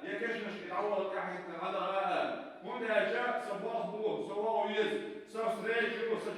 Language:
Chechen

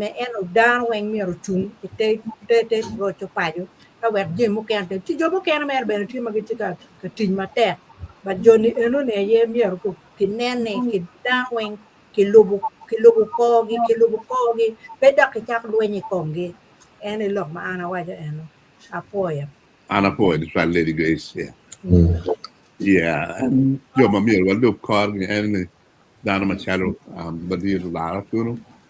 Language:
Acoli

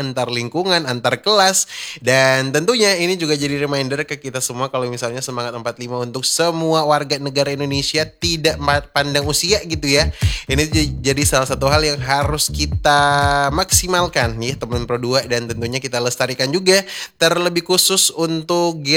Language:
Indonesian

